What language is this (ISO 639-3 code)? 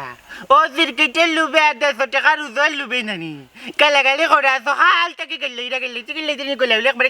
syl